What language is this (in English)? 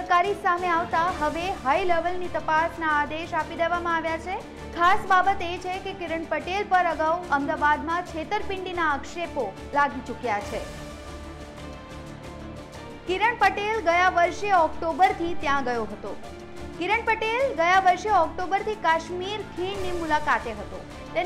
Gujarati